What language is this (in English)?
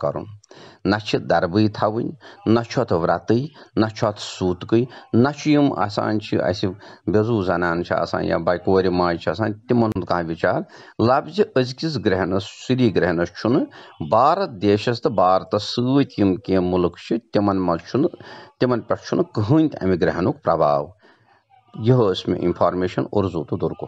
Kashmiri